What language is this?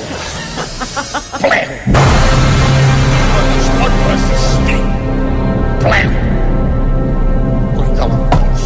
Catalan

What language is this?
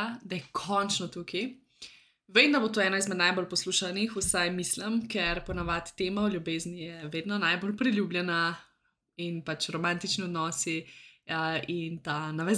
Slovenian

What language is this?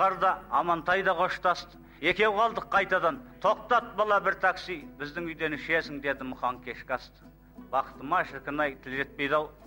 Kazakh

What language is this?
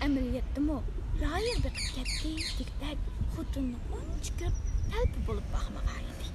Uyghur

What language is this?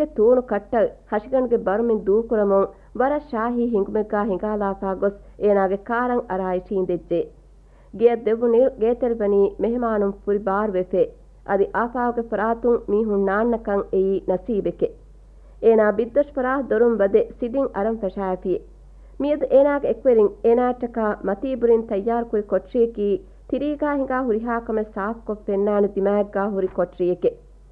Divehi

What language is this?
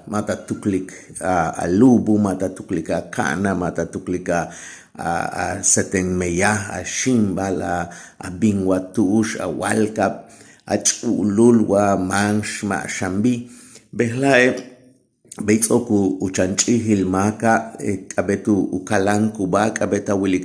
Yucateco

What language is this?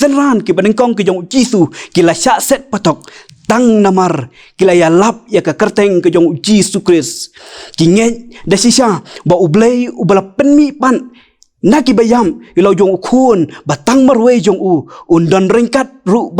Khasi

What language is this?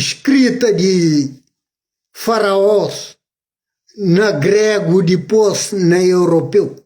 Kabuverdianu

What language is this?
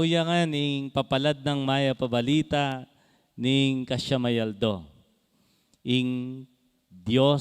Pampanga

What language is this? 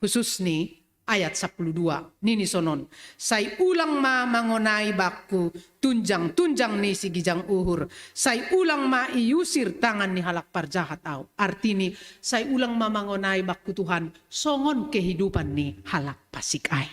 Batak Simalungun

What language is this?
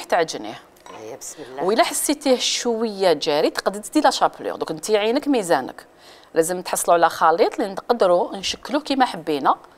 Algerian Arabic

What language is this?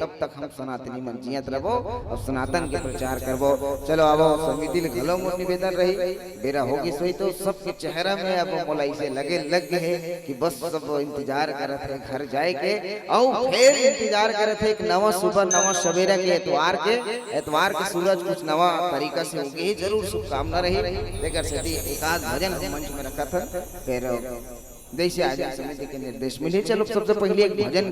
Chhattisgarhi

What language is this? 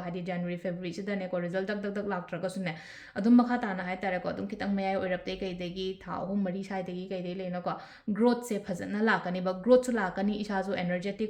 Manipuri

